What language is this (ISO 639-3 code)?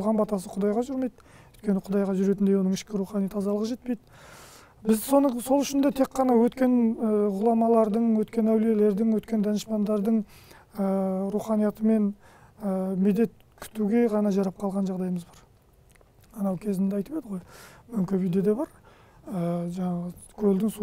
kaz